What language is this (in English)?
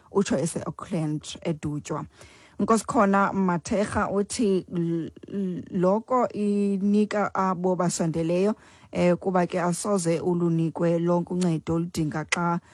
Xhosa